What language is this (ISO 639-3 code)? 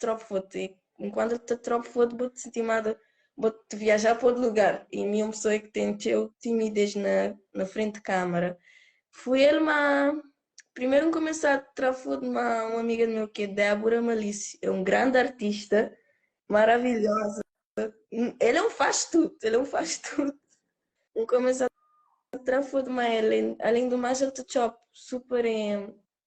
kea